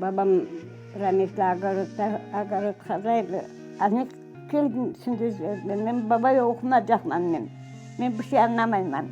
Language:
Crimean Tatar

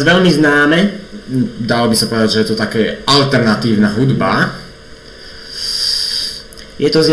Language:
Slovak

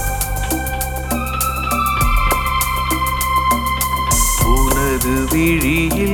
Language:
Tamil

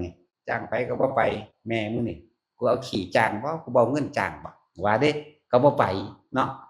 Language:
Northeastern Thai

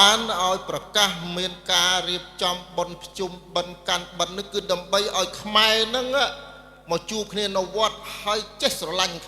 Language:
Khmer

